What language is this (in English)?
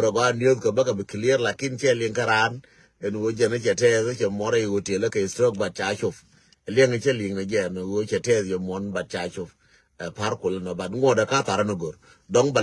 Nuer